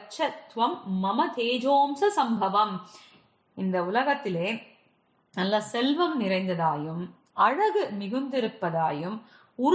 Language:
Tamil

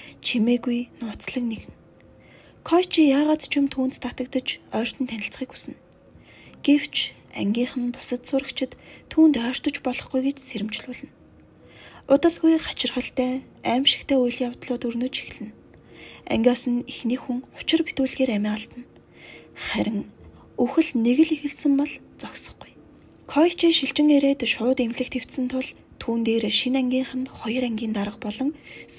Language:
Mongolian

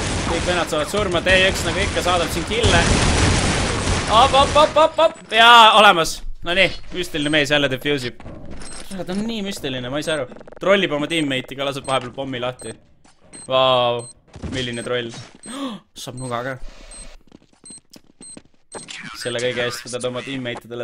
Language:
Estonian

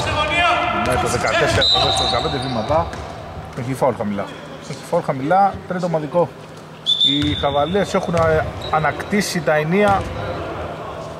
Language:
Greek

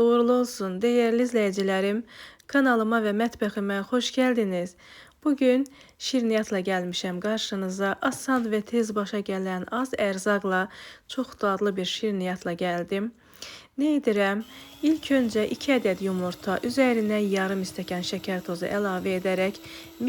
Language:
Azerbaijani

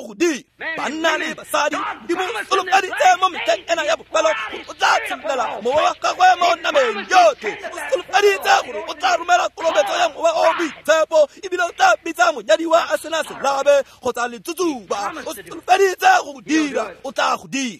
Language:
Tswana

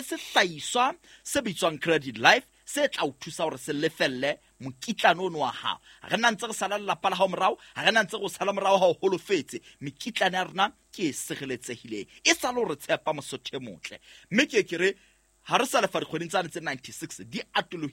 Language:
Southern Sotho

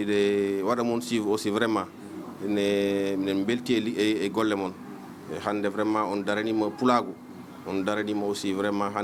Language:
Fula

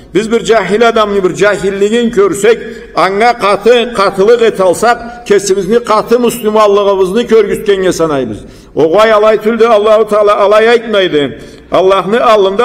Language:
Karachay-Balkar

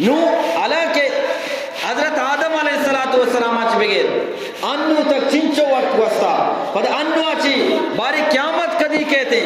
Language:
Eastern Balochi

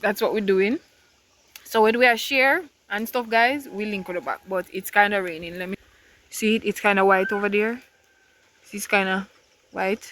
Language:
Jamaican Creole English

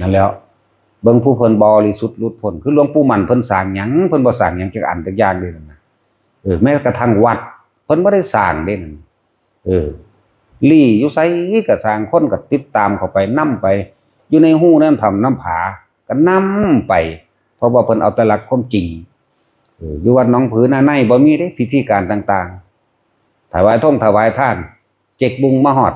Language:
Northeastern Thai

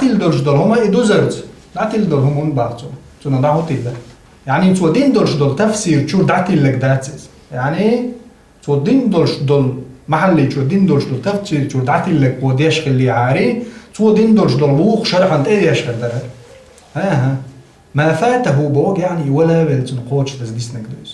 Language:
Chechen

